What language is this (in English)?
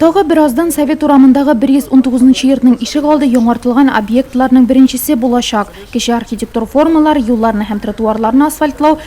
Tatar